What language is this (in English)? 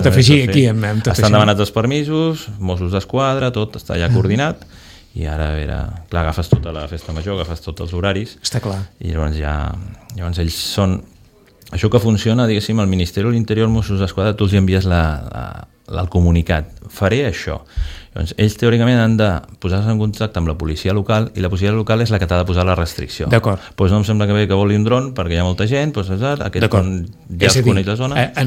Catalan